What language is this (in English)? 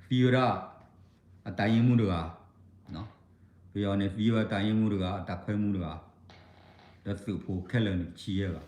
S'gaw Karen